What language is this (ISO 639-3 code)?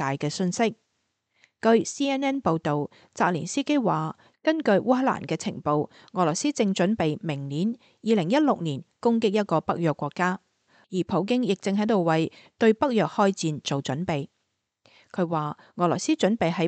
yue